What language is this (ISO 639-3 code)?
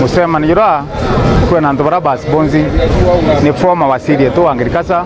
mer